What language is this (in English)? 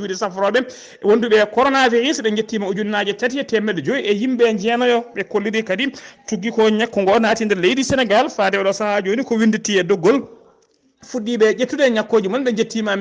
Fula